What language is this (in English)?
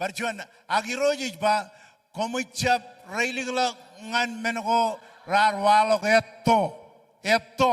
Marshallese